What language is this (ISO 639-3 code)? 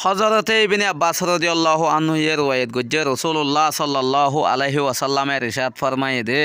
rhg